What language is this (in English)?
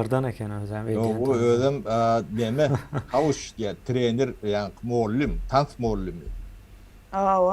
Turkmen